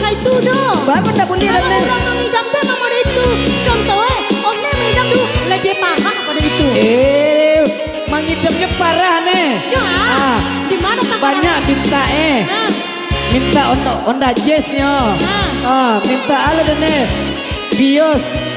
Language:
Minangkabau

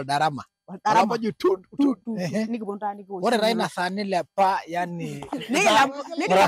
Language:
Masai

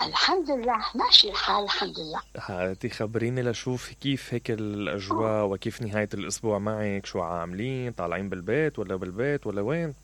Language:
Mesopotamian Arabic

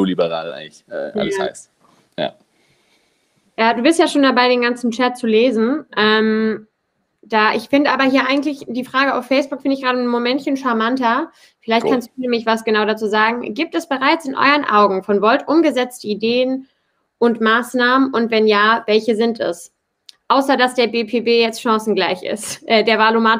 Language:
German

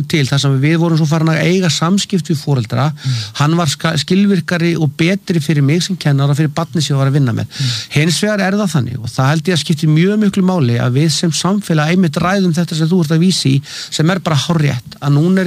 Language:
Icelandic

